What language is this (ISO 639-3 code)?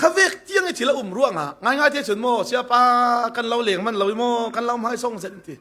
cfm